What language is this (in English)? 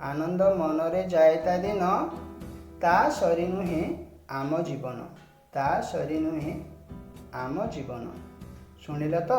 Odia